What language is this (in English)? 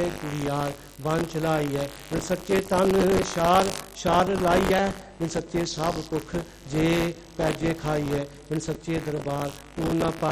Punjabi